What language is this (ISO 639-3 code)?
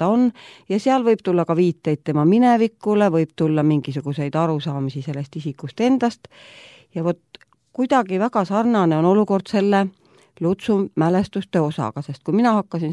est